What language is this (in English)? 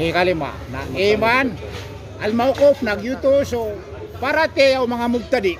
Maranao